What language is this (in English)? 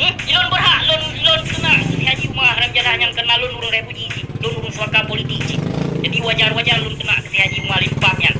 Achinese